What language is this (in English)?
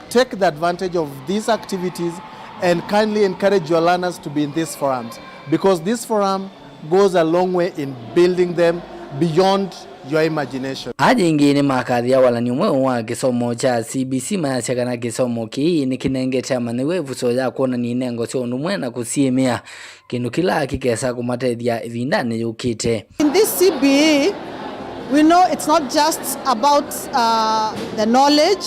Kamba